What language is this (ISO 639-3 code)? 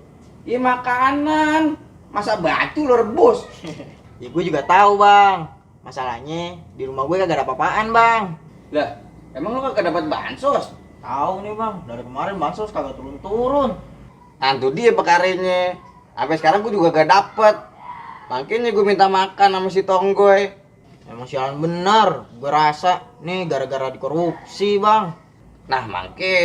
bew